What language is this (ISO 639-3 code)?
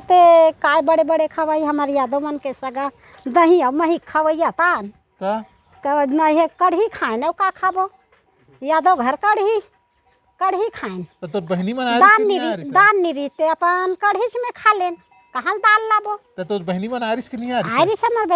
hne